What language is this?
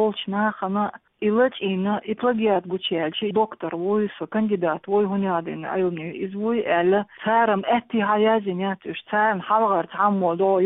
Chechen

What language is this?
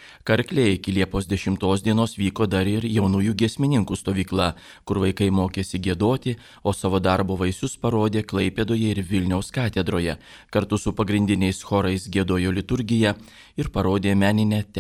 Lithuanian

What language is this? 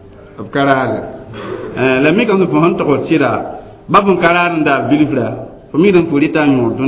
Mossi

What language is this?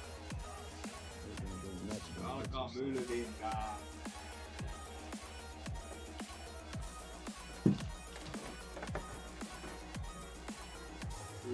Finnish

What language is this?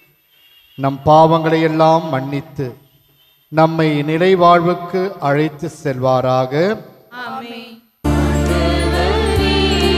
Tamil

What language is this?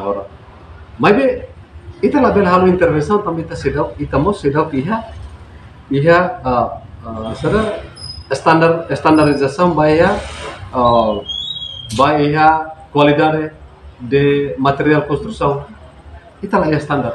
Tetum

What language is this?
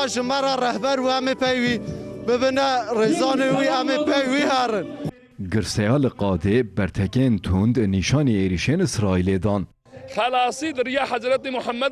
Kurdish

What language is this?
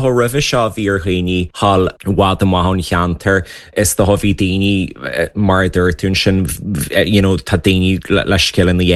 Irish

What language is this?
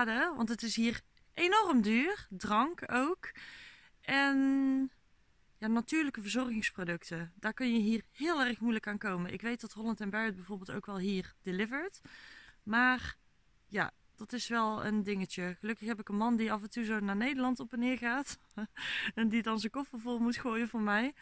Dutch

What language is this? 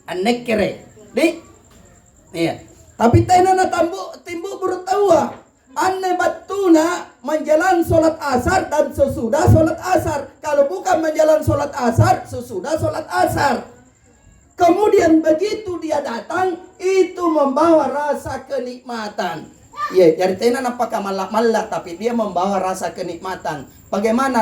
Makasar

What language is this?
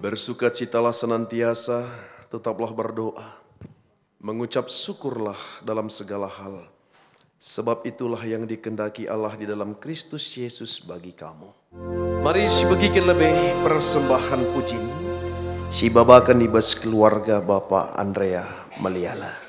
Batak Karo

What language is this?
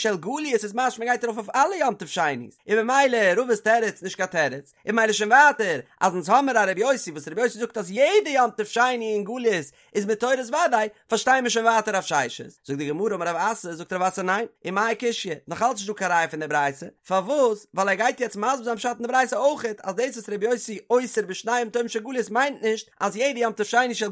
Yiddish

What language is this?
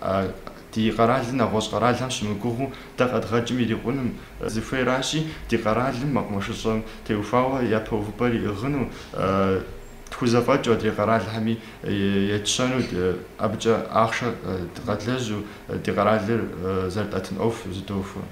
Kabardian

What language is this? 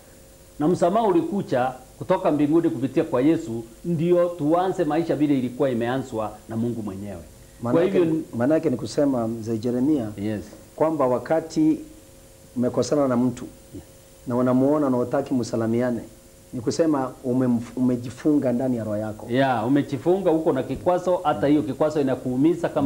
Swahili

